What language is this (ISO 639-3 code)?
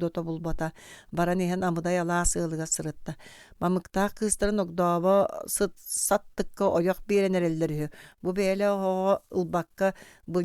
sah